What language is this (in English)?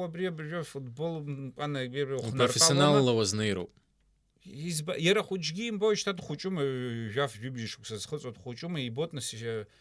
Abkhazian